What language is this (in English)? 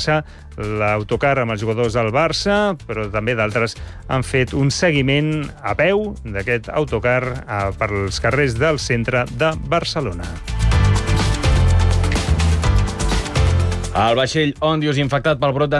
Catalan